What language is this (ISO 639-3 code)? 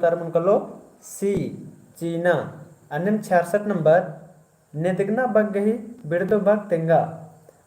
kru